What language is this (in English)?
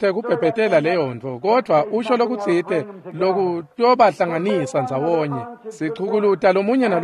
Swati